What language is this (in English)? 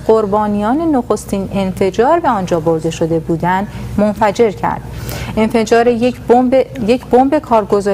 Persian